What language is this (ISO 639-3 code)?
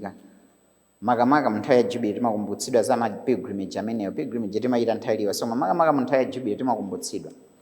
nya